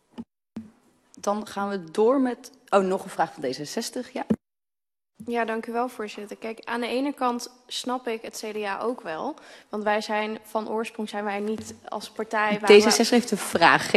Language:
Dutch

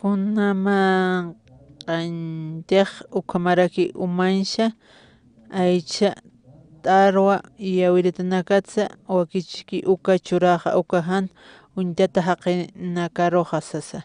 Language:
Aymara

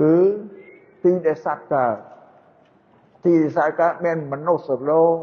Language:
Khmer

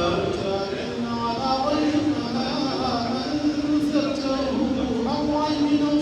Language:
Fula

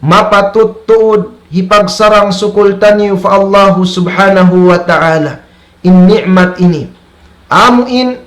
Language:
Tausug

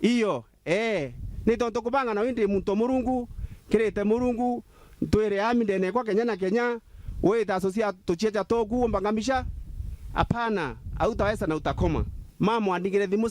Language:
Meru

